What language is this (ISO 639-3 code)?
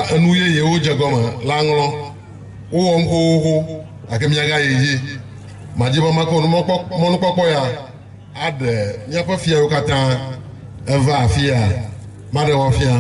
ewe